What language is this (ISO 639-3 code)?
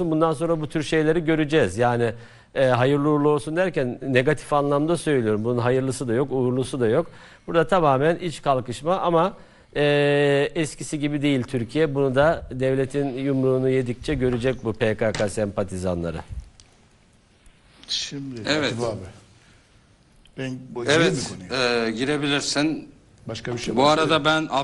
tur